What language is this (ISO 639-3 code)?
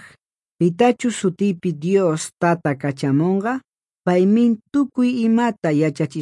que